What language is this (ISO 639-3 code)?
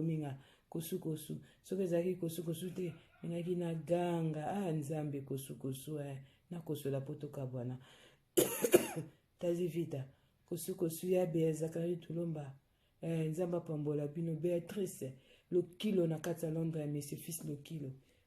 lin